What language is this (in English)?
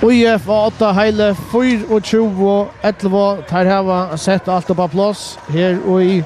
Faroese